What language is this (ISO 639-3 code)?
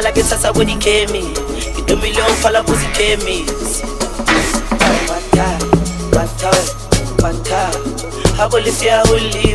swa